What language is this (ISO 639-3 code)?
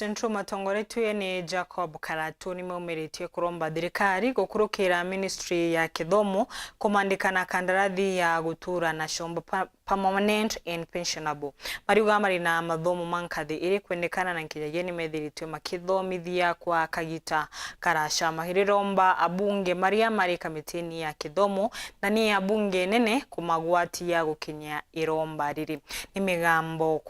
mer